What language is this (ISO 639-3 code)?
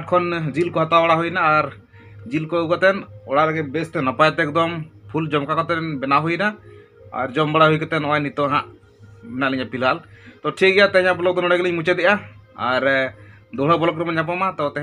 sat